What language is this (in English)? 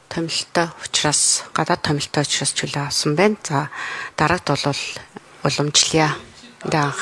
Mongolian